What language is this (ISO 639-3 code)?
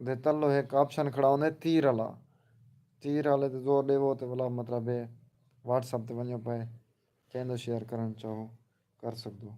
skr